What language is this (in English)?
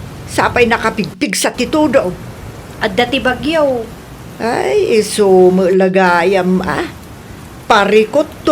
Iloko